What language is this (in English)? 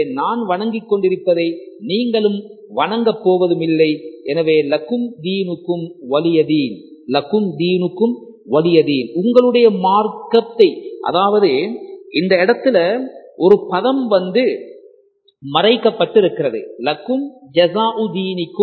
Tamil